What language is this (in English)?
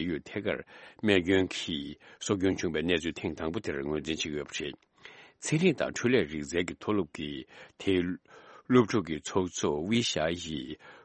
Tibetan